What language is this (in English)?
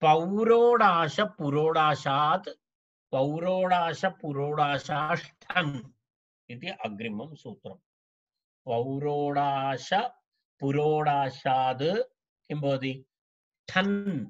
Sanskrit